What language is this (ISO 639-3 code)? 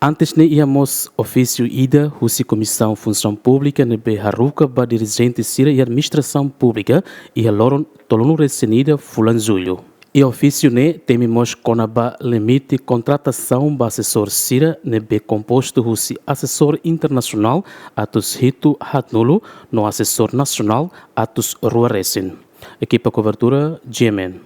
tet